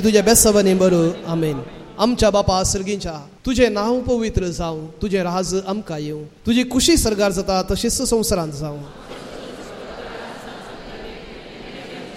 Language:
Konkani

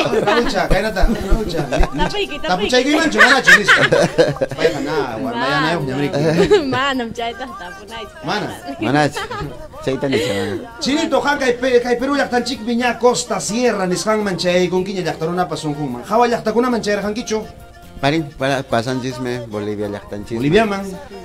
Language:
Ayacucho Quechua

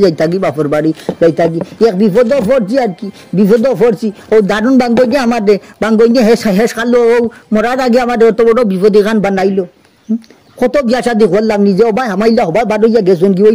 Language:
Sylheti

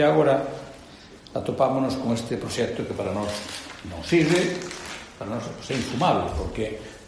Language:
Galician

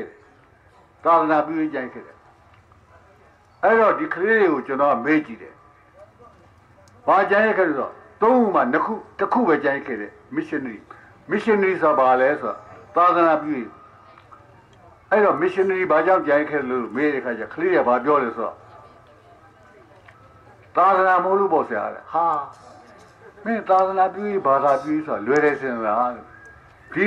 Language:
Burmese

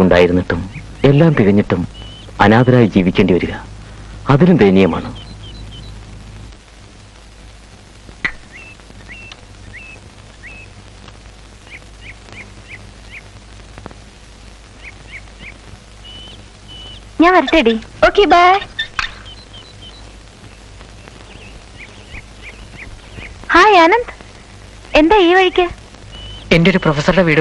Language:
Malayalam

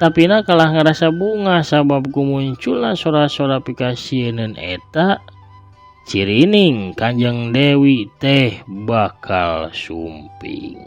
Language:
Sundanese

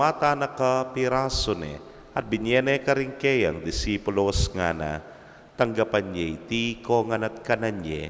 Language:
Pampanga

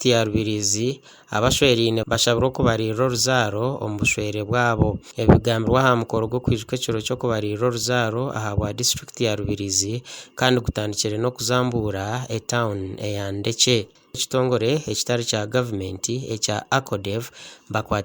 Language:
Nyankole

